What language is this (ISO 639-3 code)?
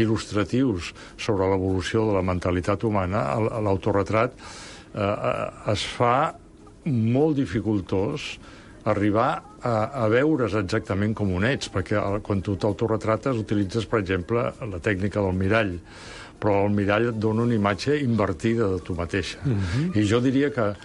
cat